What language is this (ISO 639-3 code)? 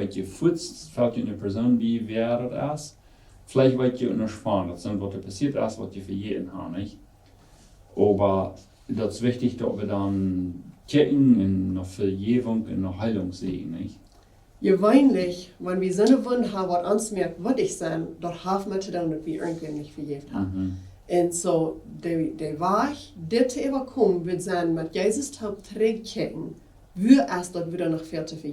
pdt